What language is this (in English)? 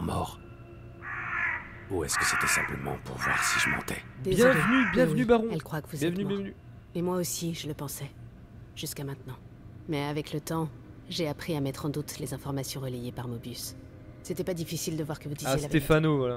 French